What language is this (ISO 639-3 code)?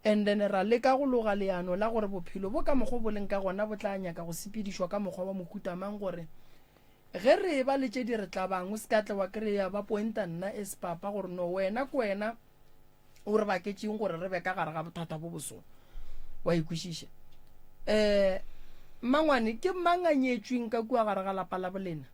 nso